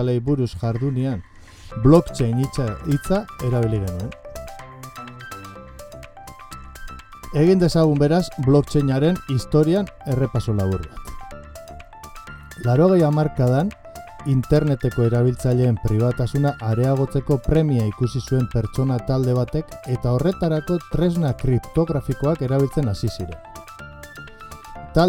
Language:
Basque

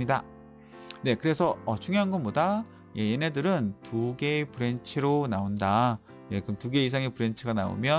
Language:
Korean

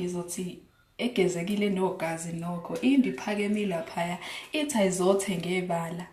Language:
Zulu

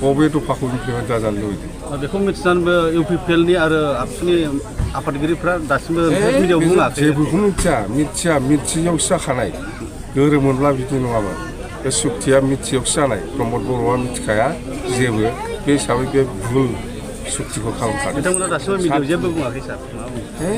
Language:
Bodo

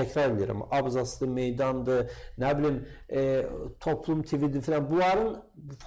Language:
Azerbaijani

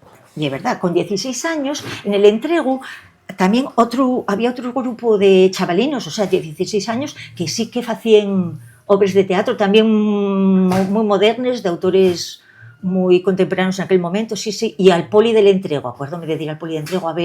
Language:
Asturian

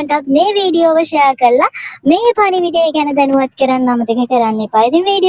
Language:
Sinhala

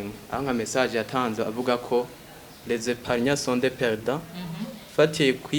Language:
Rundi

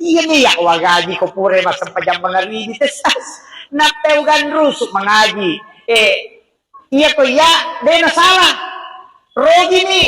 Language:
Buginese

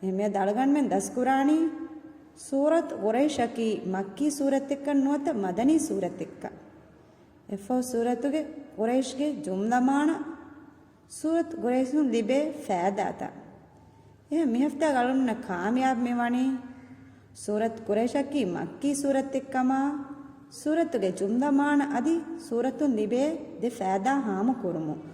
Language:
Divehi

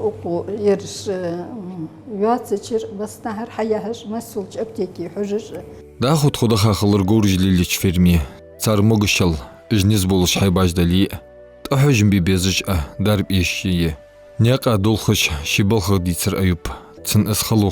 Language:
Ingush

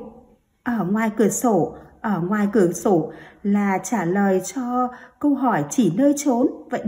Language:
Vietnamese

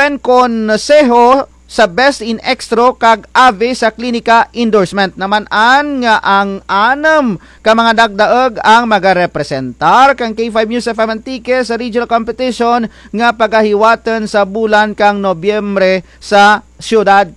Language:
Kinaray-a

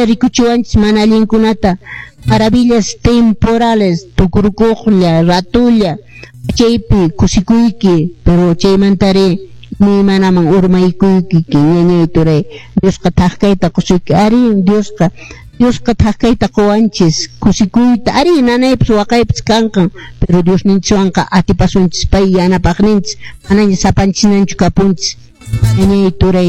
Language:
Quechua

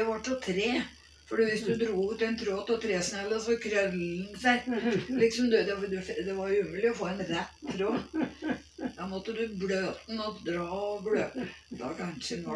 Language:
Norwegian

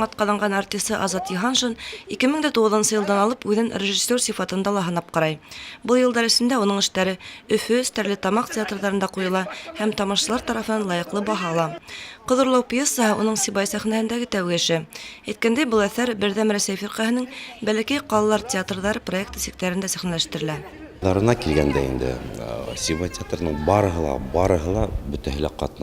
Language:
Bashkir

